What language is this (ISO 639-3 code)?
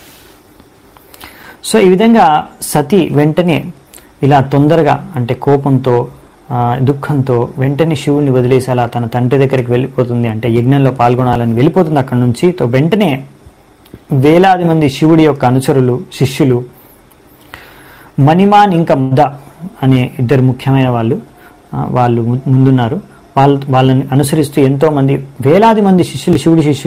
tel